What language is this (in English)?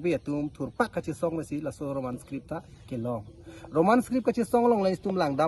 Karbi